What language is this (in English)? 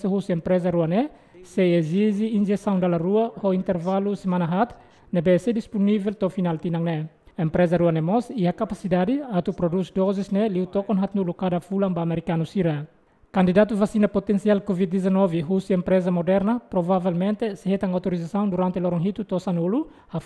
Tetum